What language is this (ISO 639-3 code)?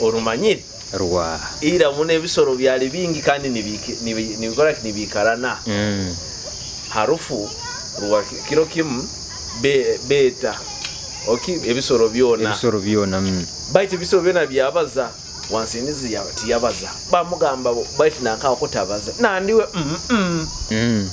nyo